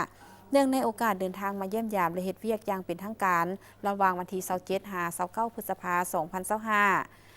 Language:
Lao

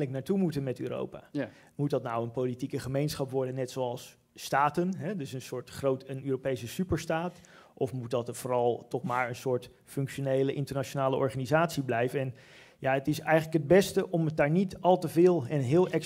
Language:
Dutch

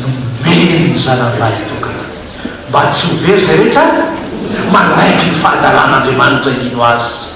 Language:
Malagasy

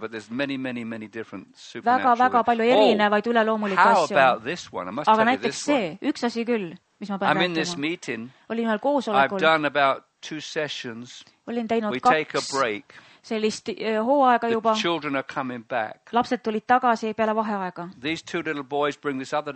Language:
Estonian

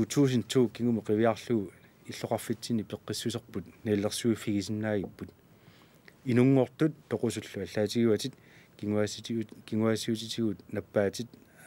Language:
Kalaallisut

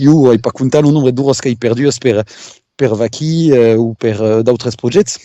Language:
Occitan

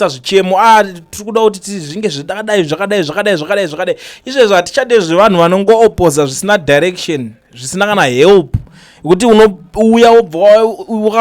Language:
Shona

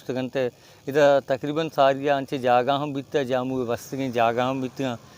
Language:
Baluchi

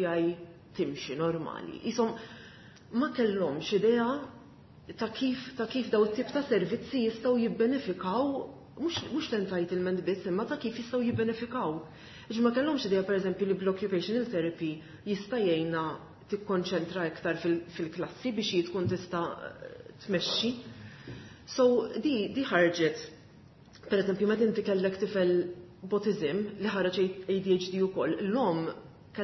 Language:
Maltese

